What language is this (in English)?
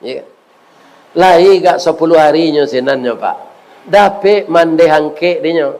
Minangkabau